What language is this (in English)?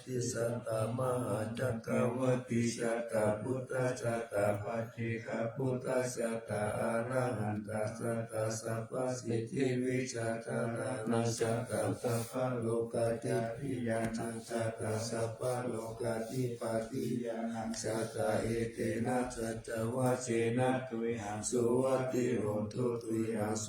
Pali